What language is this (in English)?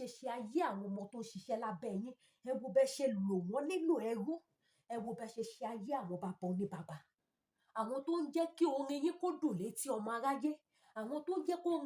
Yoruba